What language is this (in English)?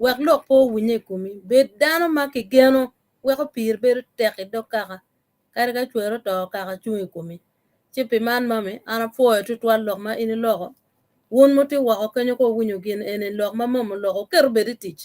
Acoli